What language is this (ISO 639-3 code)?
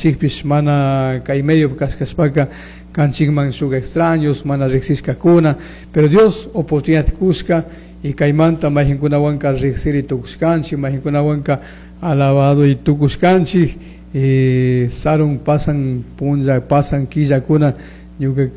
qug